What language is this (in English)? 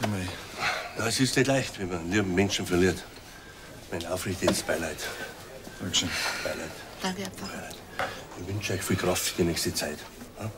Bavarian